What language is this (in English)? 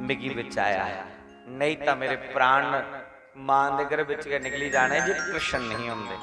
Dogri